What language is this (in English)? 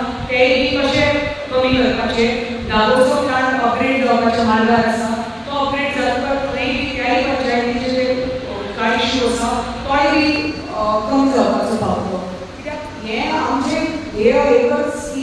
Konkani